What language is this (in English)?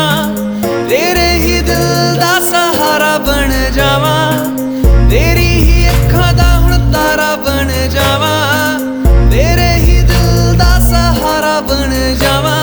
Punjabi